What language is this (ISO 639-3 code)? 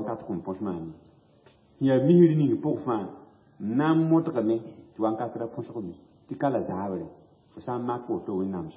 mos